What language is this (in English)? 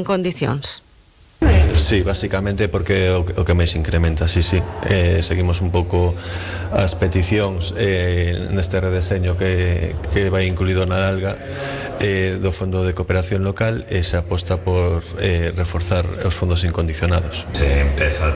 Galician